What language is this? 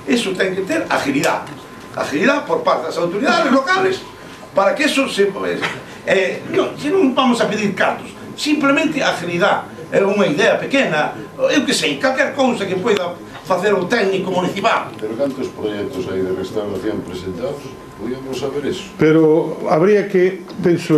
Galician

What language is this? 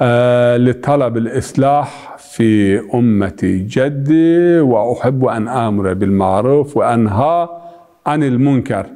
Zaza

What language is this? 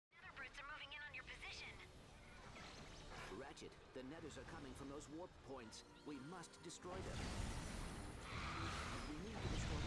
English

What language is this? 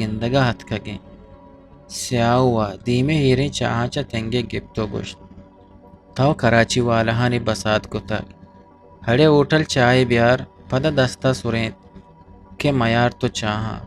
Eastern Balochi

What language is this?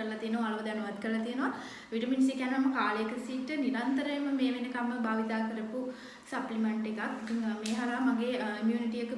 Sinhala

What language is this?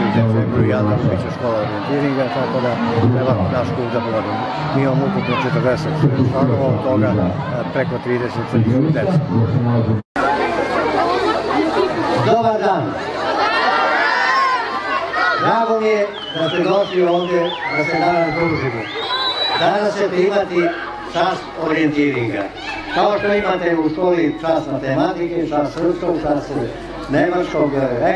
Serbian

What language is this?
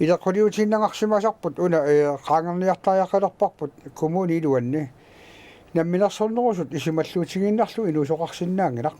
Kalaallisut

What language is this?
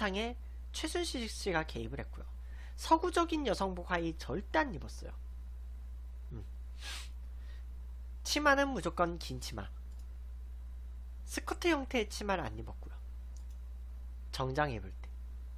Korean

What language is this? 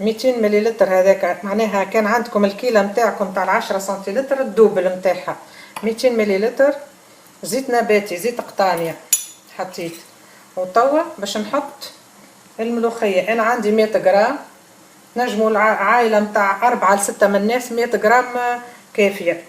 Tunisian Arabic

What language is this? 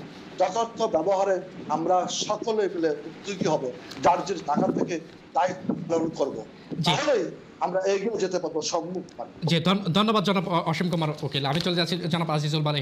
Bangla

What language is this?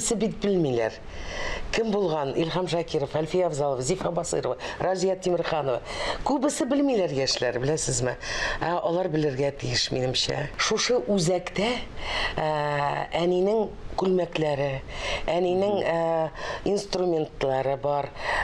Tatar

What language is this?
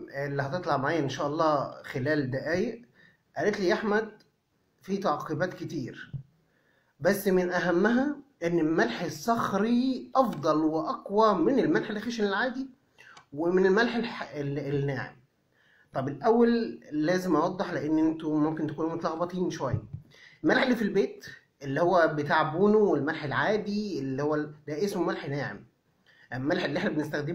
Egyptian Arabic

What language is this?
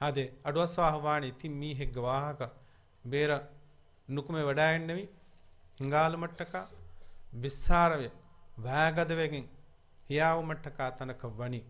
Divehi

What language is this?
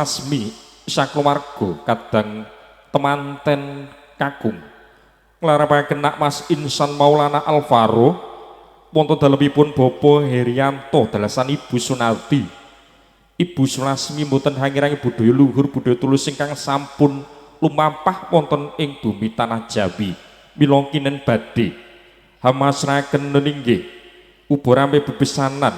Javanese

